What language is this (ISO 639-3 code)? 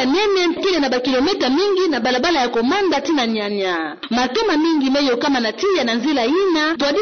ktu